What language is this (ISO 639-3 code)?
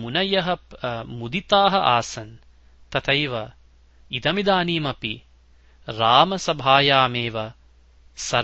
san